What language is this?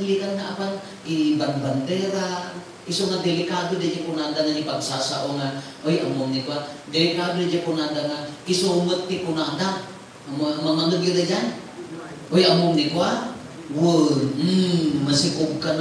Iloko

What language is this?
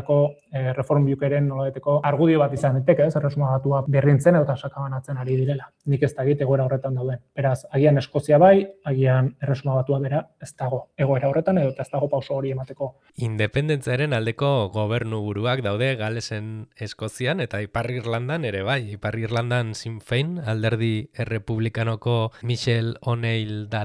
Basque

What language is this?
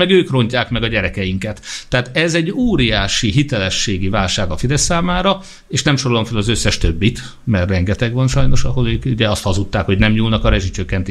Hungarian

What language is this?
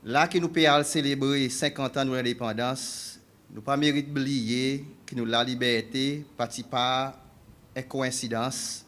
Seselwa Creole French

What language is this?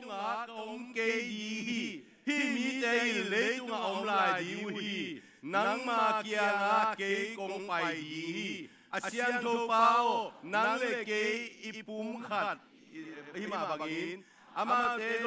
Tedim Chin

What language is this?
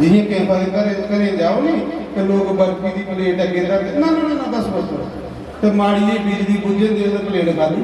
Dogri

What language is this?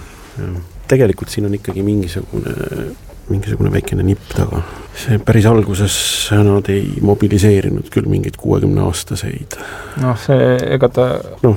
Estonian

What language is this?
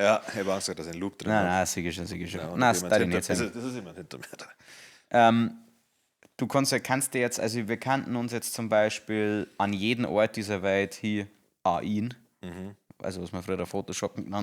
Bavarian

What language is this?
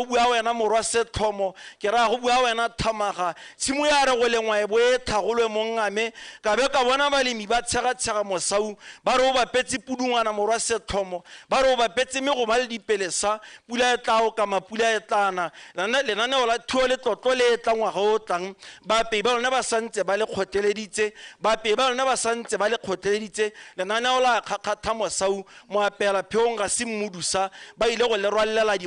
Tswana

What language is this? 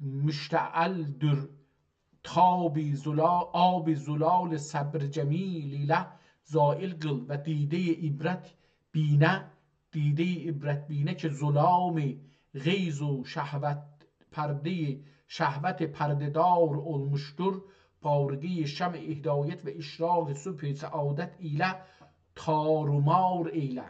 South Azerbaijani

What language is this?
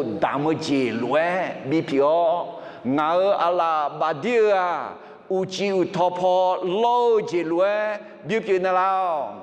Akha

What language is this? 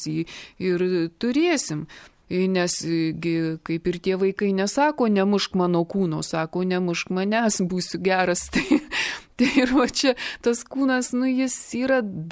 Lithuanian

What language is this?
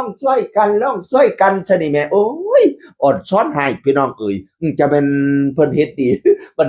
Northeastern Thai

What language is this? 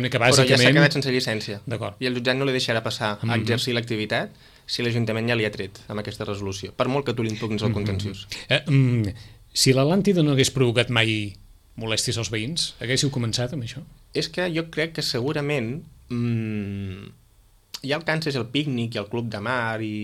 Catalan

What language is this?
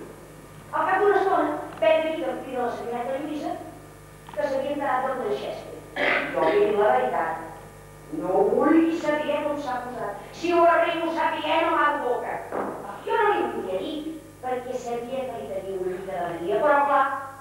Catalan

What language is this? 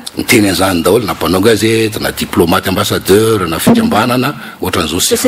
Malagasy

